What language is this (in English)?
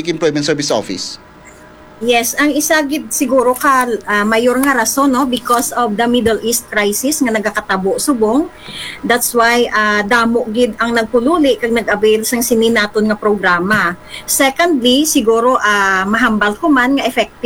Hiligaynon